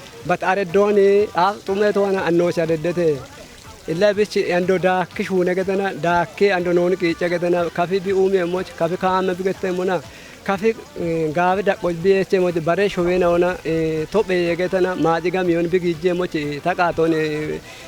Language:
Kafa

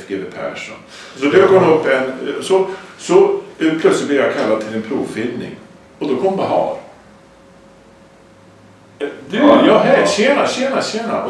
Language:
Swedish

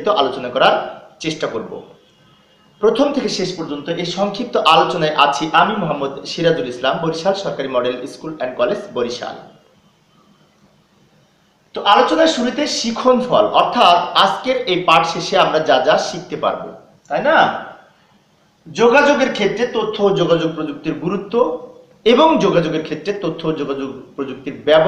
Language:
Bangla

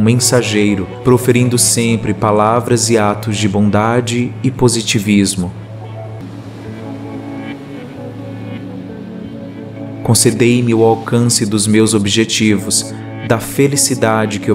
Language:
Portuguese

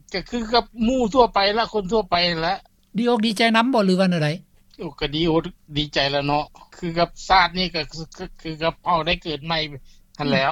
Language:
Lao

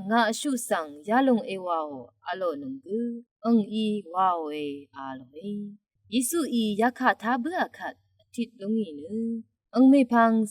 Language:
Rawang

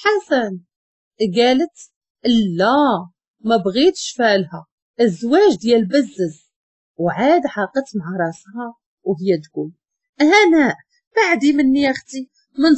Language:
Moroccan Arabic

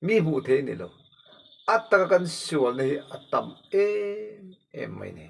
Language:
Mizo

